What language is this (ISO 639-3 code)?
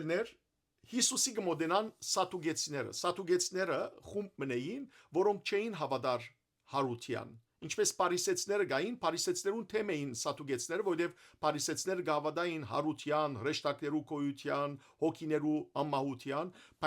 hyw